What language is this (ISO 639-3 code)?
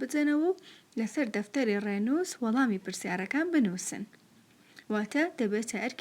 ckb